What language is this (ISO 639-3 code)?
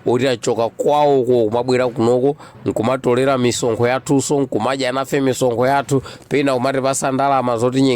nya